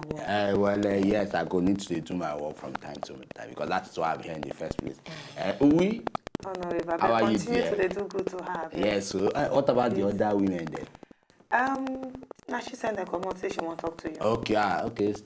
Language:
Nigerian Pidgin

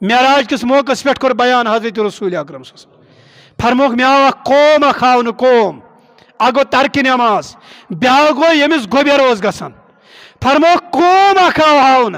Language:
Kashmiri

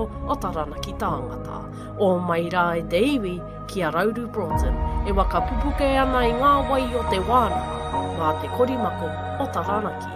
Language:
Māori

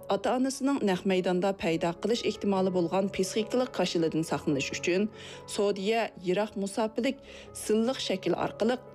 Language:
Uyghur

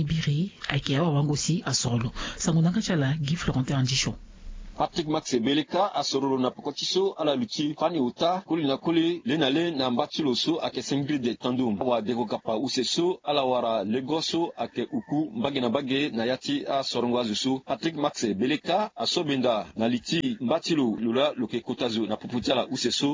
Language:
Sango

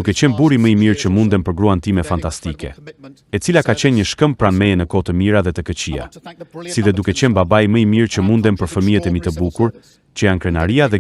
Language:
Albanian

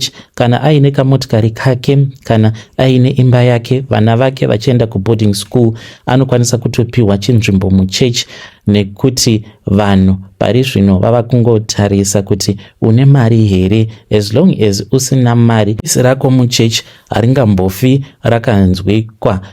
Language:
Shona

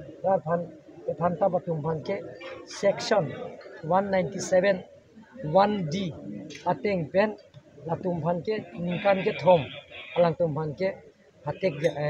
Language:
Karbi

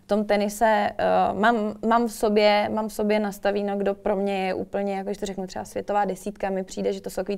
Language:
Czech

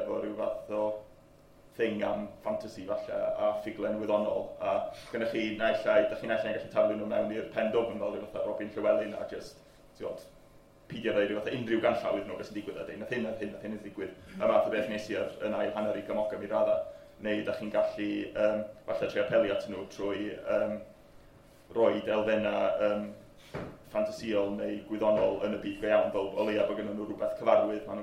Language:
Welsh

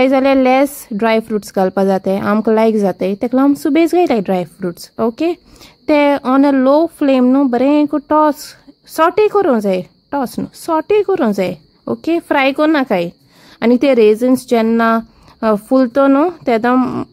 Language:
Konkani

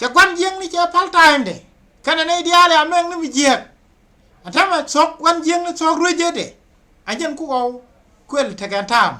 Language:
Nuer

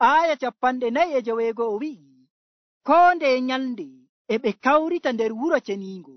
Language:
Nigerian Fulfulde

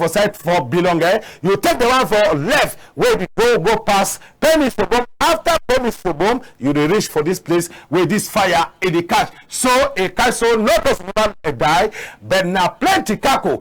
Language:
Cameroon Pidgin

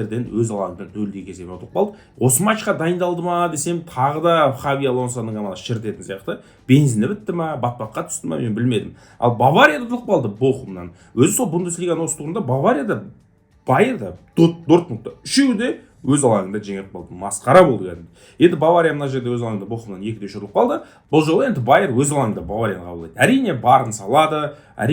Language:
Kazakh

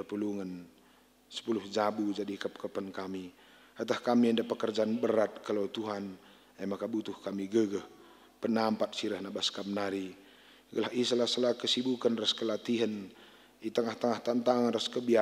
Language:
Batak Karo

